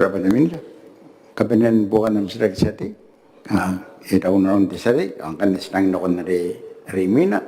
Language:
Gilbertese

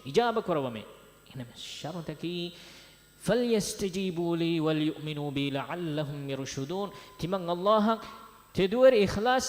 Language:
Divehi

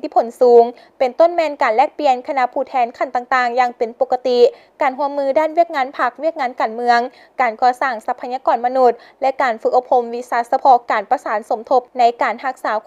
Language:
Lao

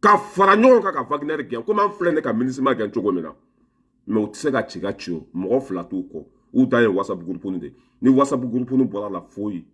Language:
Bambara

